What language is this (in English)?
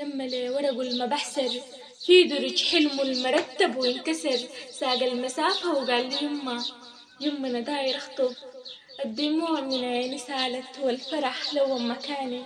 Sudanese Arabic